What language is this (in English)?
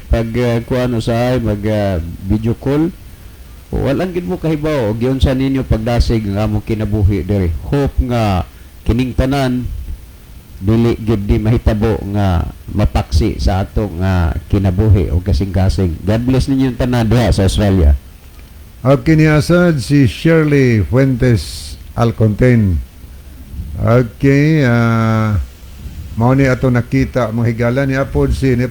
Cebuano